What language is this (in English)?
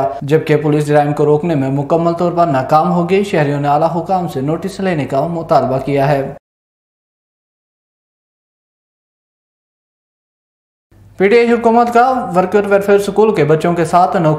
Urdu